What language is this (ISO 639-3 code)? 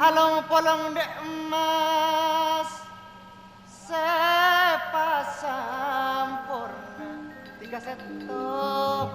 mad